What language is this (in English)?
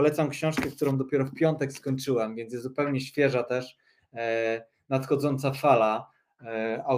Polish